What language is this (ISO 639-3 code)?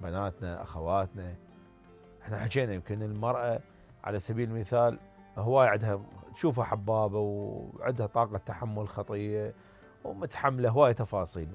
acm